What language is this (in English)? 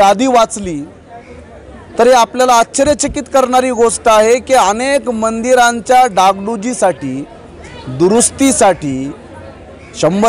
Marathi